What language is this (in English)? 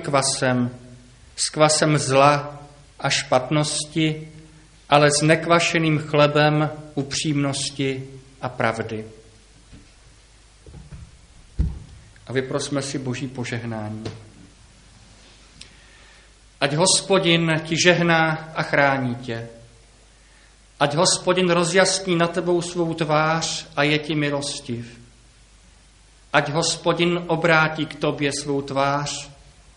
Czech